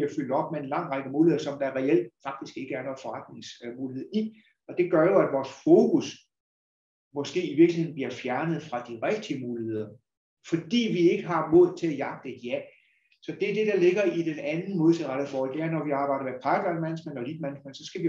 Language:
Danish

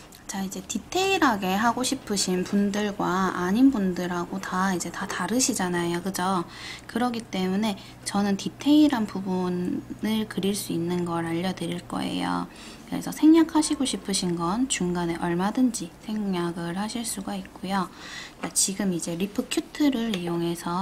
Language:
Korean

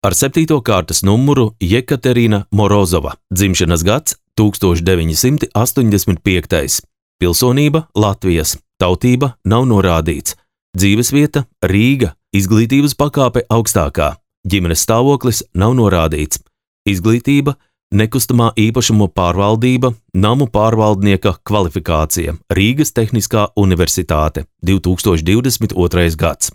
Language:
Latvian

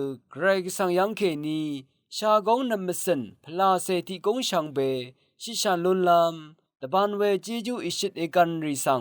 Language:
Rawang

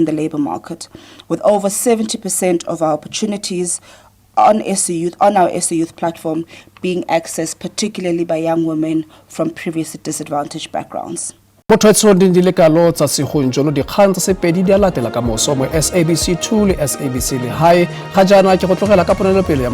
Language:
Tswana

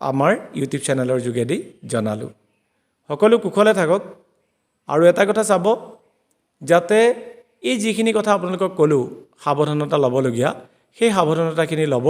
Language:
Assamese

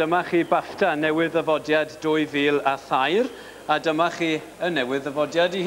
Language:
Welsh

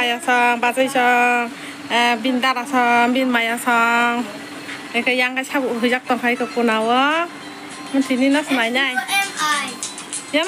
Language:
Kok Borok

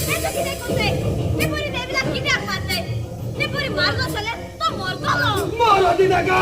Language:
Konkani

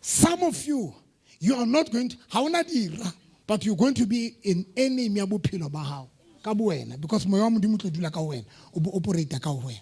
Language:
Southern Sotho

